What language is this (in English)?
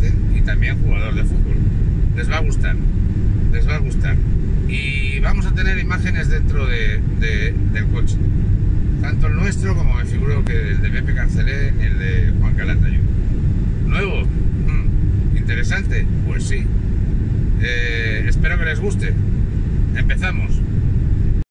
Spanish